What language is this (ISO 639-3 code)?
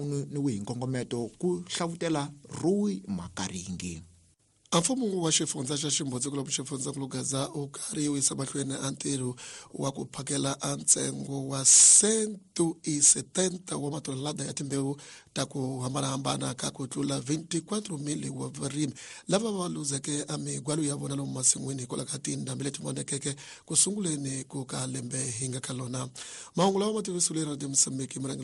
tso